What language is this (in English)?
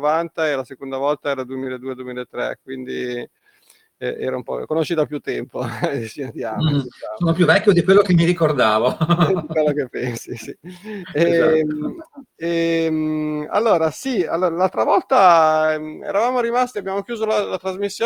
Italian